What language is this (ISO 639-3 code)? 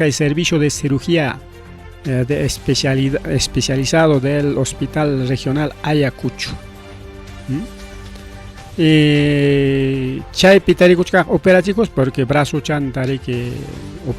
quy